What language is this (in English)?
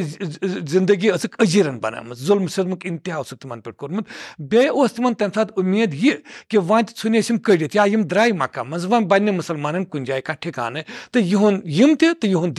Kashmiri